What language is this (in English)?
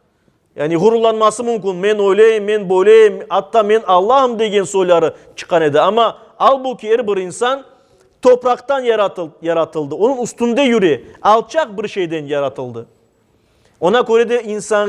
Crimean Tatar